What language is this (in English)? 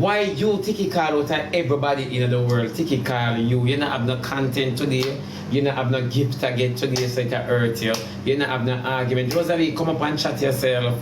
Jamaican Creole English